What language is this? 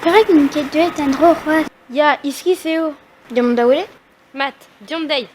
Breton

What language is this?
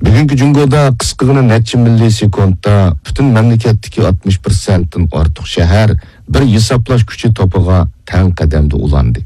Uyghur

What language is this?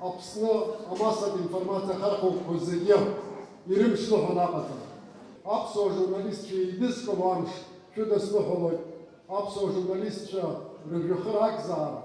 Abkhazian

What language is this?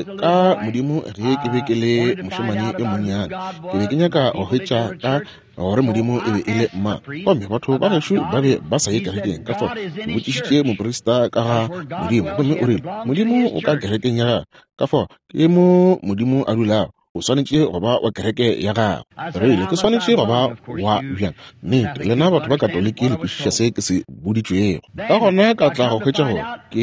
Northern Sotho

